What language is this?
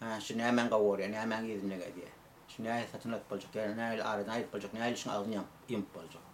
Turkmen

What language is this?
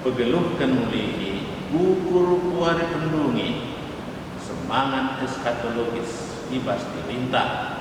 Batak Karo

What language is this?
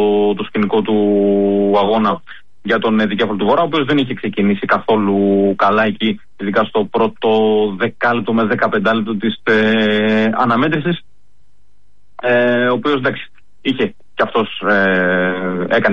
Greek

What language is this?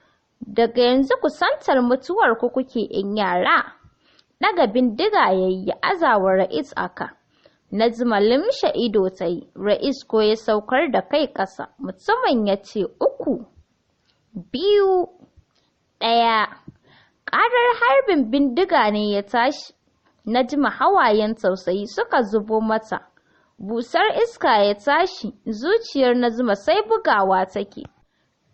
Hausa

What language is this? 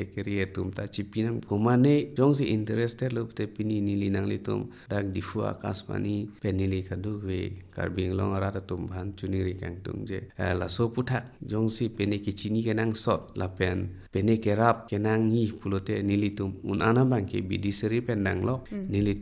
Karbi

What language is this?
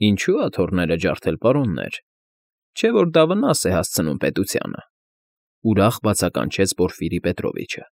Armenian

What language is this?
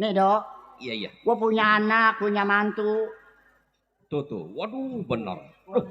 Betawi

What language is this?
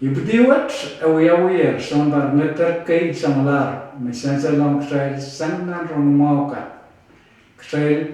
Pohnpeian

